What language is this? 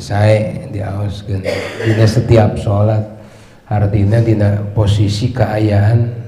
Sundanese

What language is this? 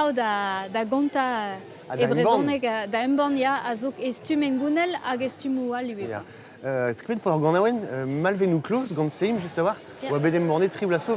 Breton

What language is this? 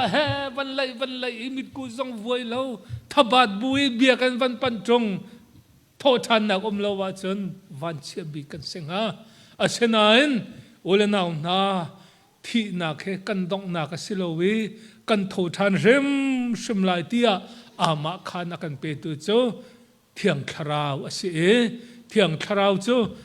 Hakha Chin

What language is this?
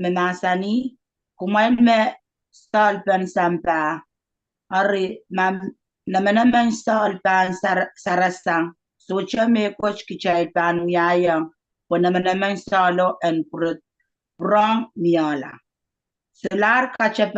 Pohnpeian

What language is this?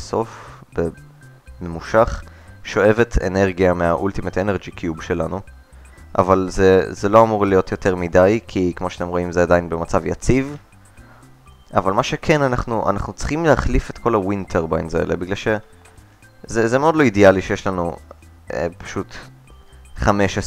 Hebrew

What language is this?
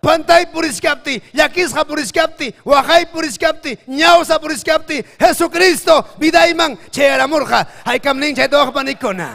Ayacucho Quechua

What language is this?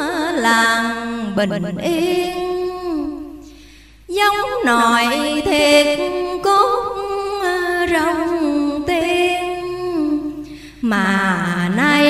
Vietnamese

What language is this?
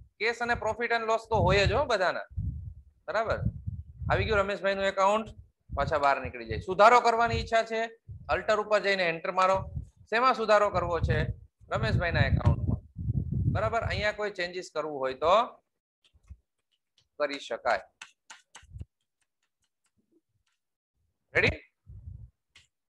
Gujarati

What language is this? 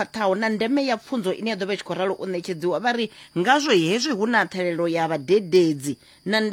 Venda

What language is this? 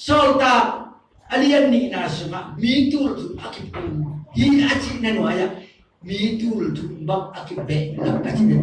Tedim Chin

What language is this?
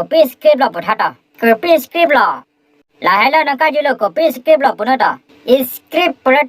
Karbi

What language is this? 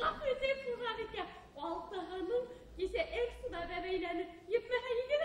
Bashkir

